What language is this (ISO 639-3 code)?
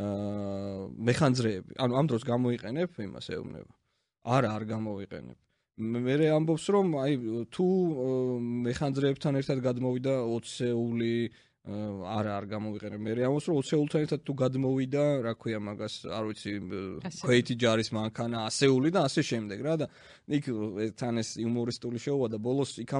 kat